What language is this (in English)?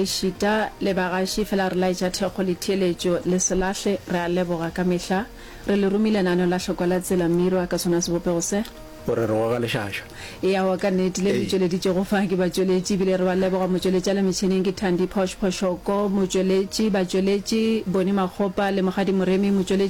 Northern Sotho